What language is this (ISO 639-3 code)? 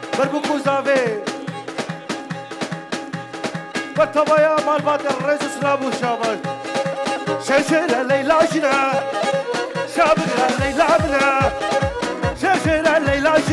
kur